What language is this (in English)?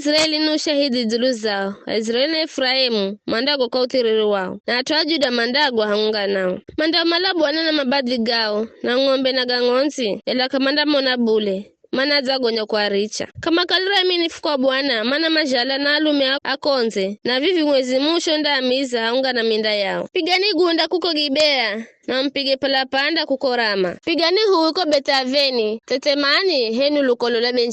Giryama